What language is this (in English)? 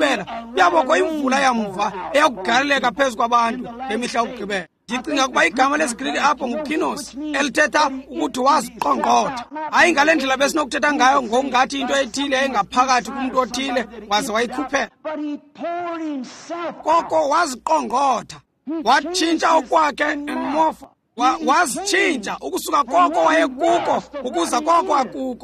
Xhosa